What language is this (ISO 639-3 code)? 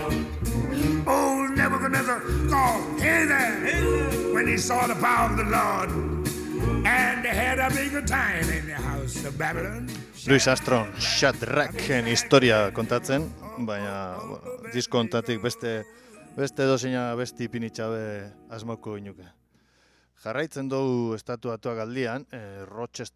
eus